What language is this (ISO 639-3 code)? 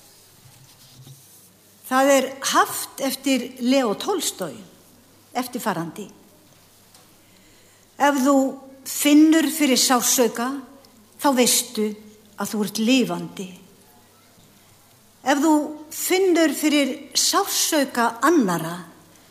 isl